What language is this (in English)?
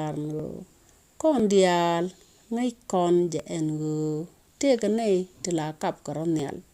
Nuer